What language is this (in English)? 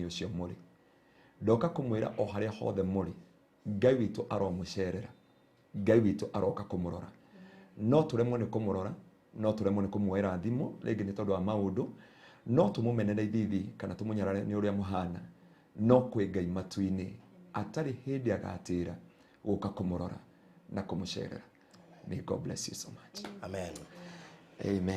Kikuyu